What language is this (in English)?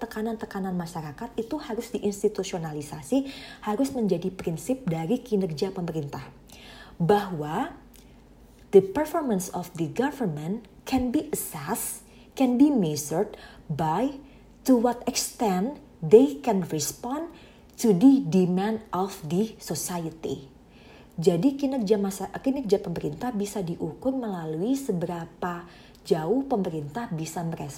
Indonesian